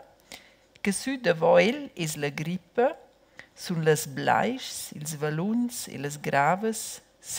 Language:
Romansh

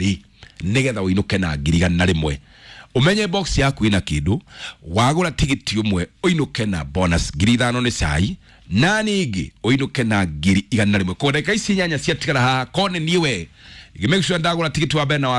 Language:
Kikuyu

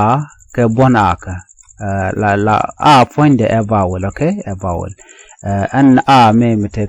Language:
Nuer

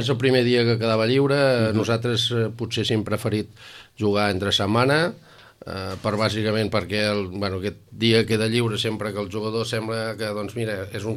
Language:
Catalan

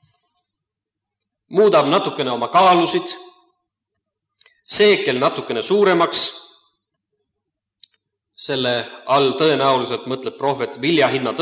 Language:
Estonian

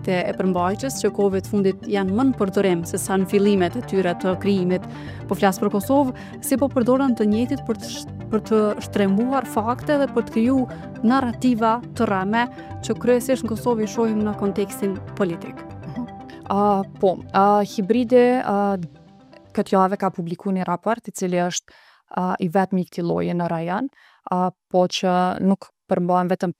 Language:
Albanian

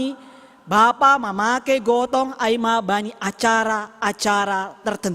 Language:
Batak Simalungun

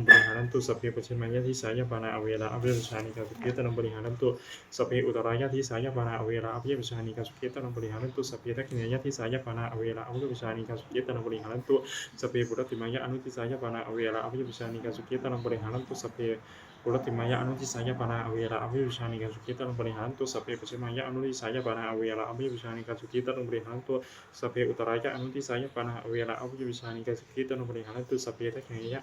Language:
Pali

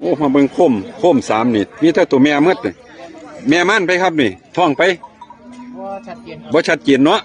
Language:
Northeastern Thai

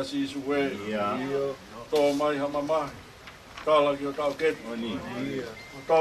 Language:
Tongan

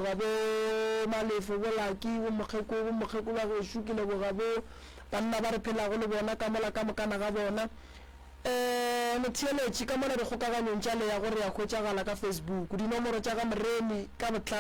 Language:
Northern Sotho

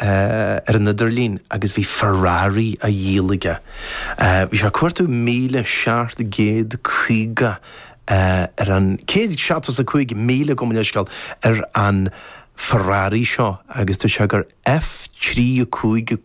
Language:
Irish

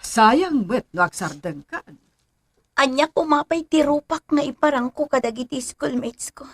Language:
Iloko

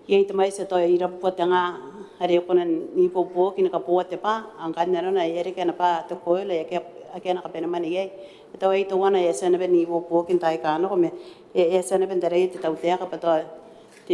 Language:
Gilbertese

